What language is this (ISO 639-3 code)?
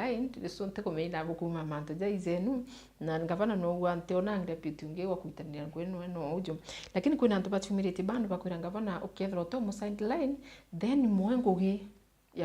mer